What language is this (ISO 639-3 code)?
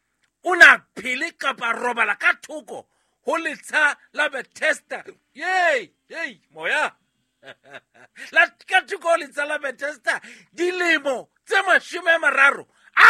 sot